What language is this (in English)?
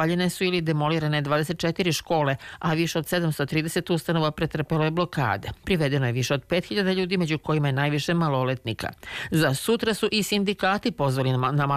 Serbian